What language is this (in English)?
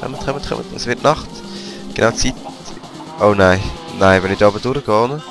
Swiss German